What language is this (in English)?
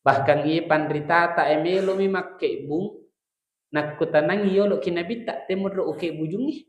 Buginese